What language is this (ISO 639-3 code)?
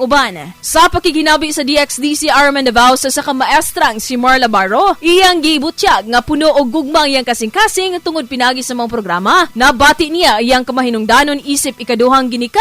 ceb